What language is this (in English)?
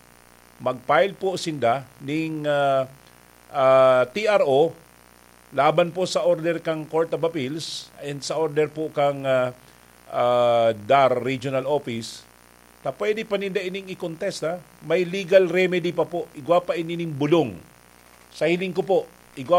Bikol